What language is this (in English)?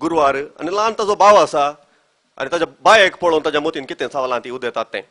Konkani